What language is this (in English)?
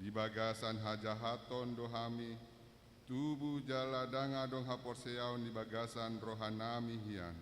Batak Toba